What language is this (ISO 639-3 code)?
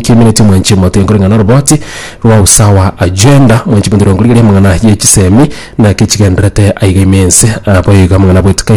guz